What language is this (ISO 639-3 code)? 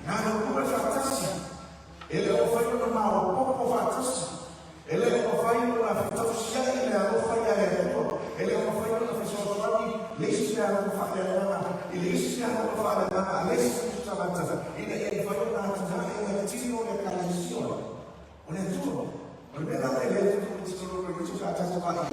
smo